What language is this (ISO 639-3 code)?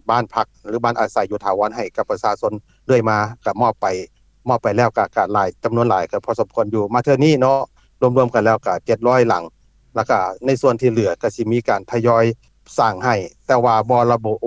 lao